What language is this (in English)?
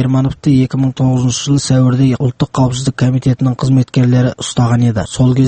Kazakh